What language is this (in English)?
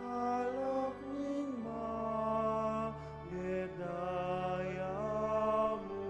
Pampanga